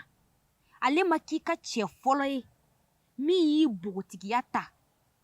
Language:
Bambara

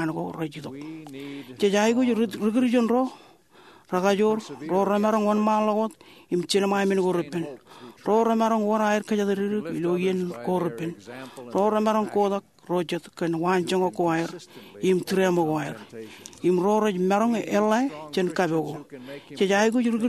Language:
Marshallese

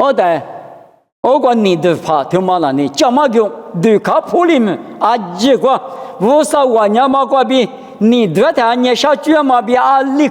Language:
Lisu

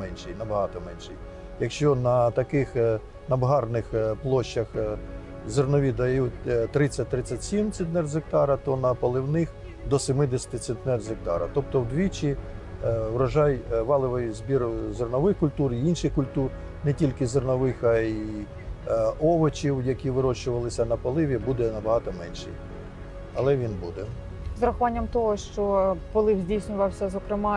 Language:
Ukrainian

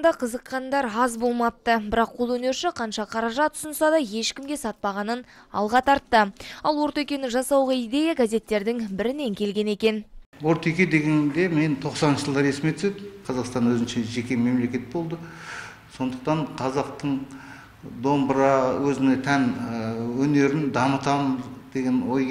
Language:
Kazakh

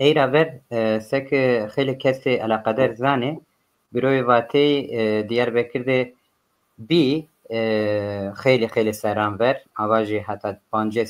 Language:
Zaza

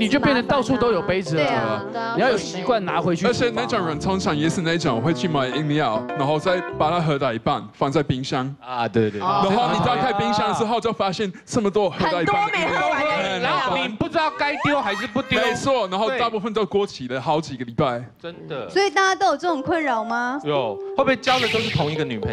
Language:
Chinese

